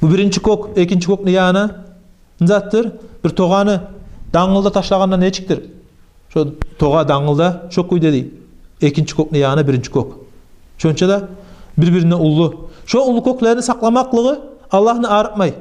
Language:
Kumyk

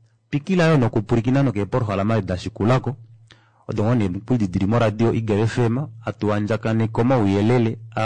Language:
Kuanyama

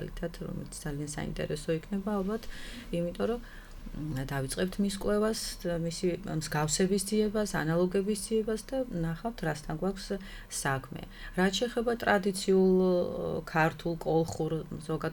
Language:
Georgian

